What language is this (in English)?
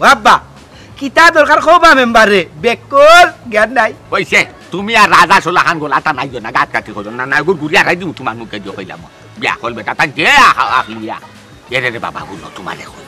Sylheti